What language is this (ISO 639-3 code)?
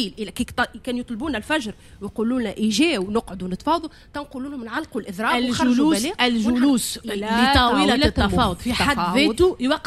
aeb